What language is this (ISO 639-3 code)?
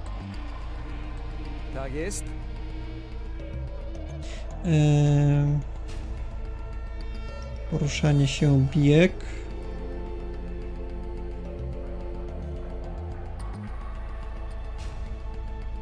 pol